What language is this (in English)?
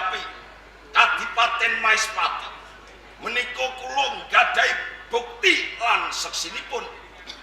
Javanese